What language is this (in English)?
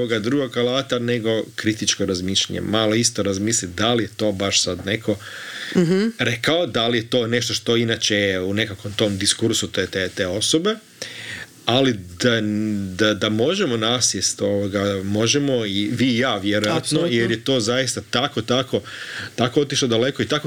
Croatian